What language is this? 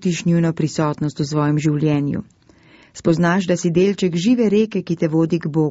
Slovenian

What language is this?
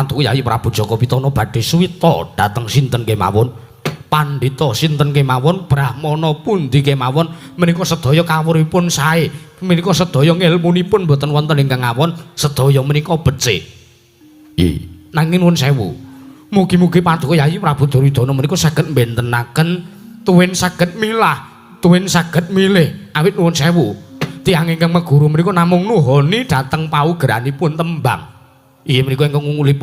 Javanese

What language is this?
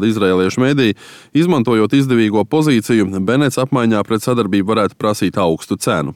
Latvian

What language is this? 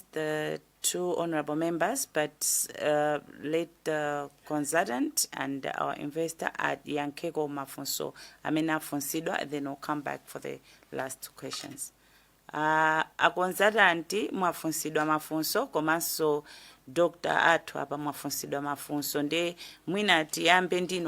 Nyanja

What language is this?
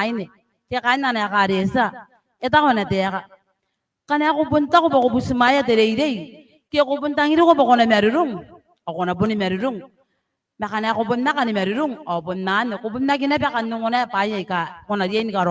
Gilbertese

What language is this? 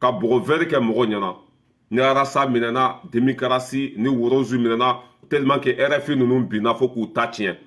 Bambara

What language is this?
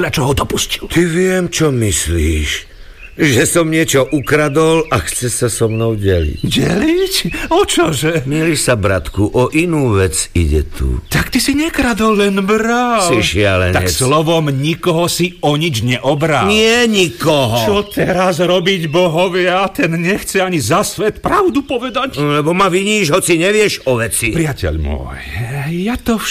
Slovak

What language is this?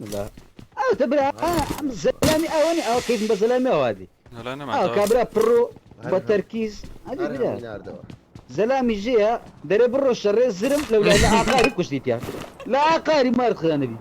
Kurdish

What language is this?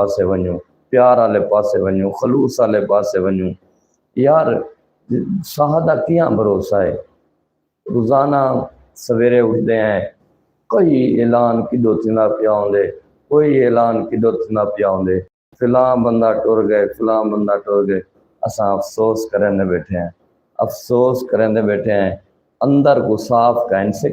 Saraiki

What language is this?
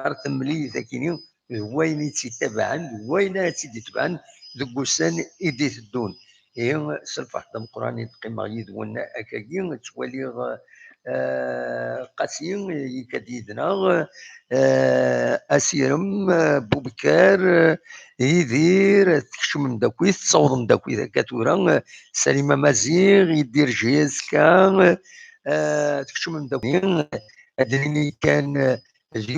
Kabyle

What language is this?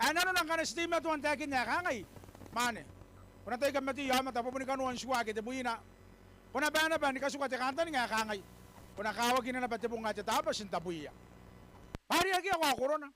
Gilbertese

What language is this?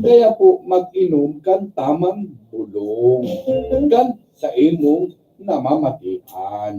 Bikol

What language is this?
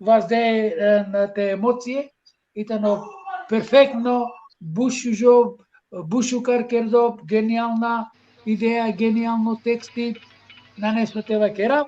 Balkan Romani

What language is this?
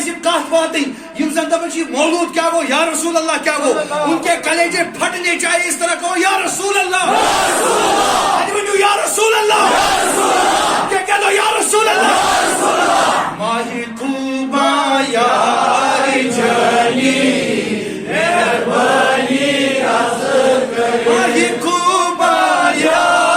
Kashmiri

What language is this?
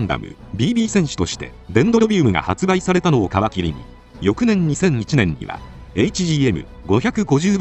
Japanese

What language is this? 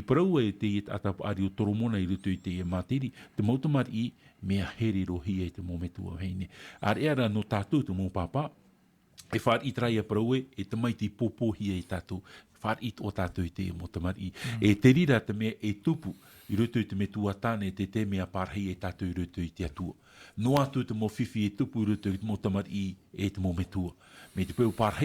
Tahitian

